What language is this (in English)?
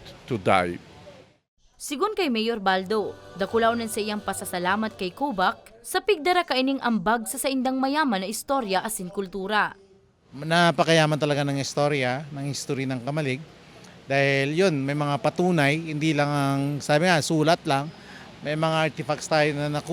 Bikol